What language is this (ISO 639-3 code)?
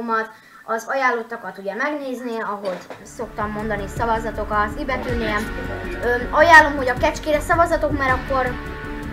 hun